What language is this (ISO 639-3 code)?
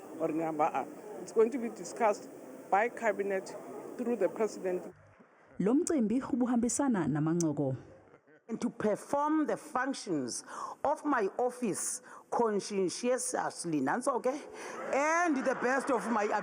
zul